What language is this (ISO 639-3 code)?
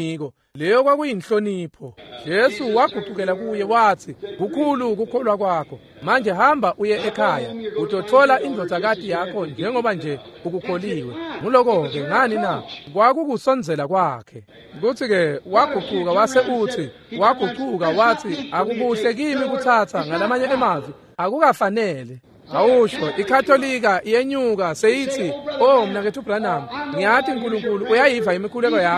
ssw